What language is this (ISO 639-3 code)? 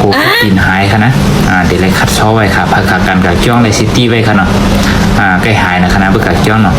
shn